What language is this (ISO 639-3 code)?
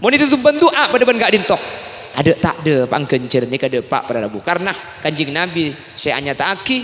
mad